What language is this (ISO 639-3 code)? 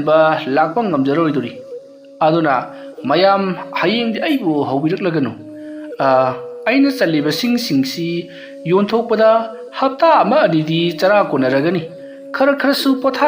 mni